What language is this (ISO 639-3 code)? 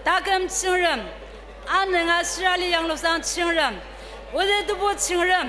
njo